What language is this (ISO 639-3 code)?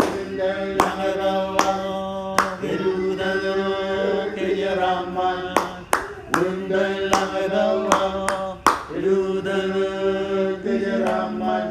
mah